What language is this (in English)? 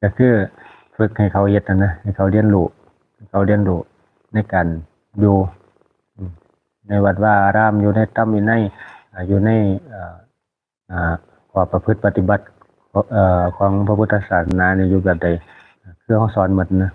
Lao